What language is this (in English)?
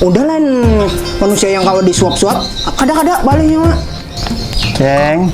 Banjar